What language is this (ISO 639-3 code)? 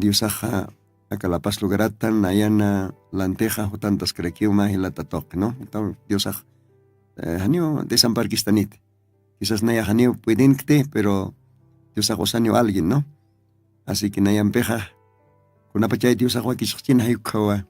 aym